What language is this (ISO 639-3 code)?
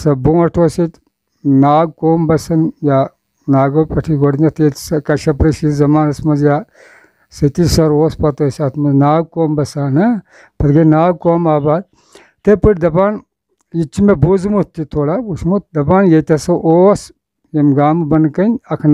kas